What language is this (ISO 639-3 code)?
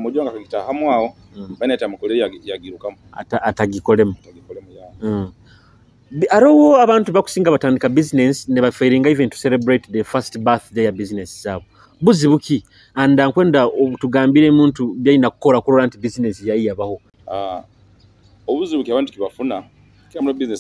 nyo